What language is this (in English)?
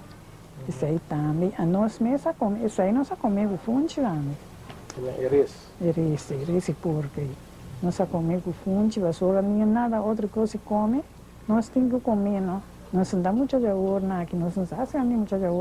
Papiamento